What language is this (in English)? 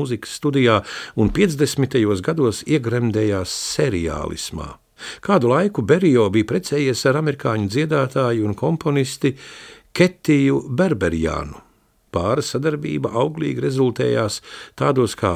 Latvian